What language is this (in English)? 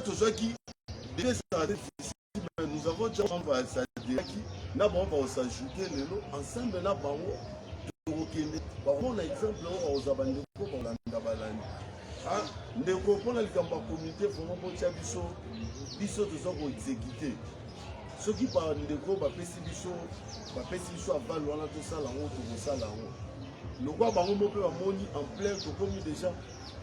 Lingala